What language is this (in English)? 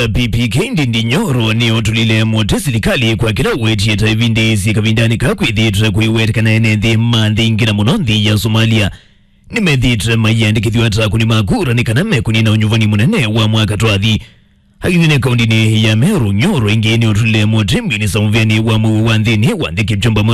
Kamba